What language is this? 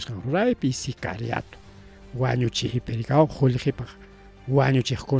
Ayacucho Quechua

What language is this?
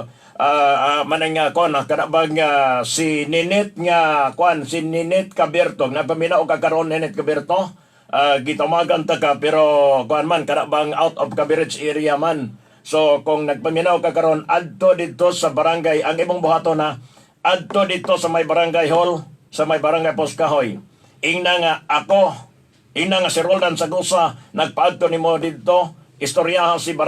Cebuano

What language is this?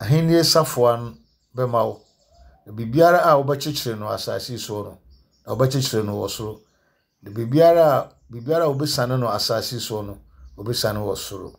Akan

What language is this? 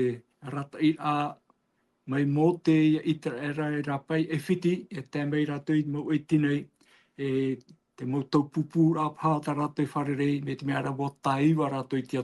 Tahitian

